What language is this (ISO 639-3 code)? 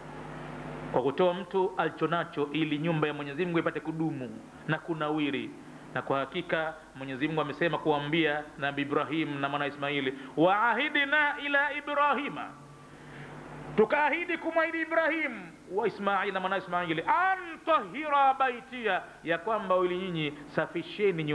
swa